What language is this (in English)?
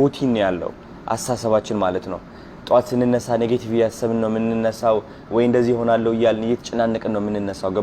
Amharic